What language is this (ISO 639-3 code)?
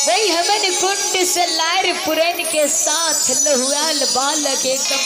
mai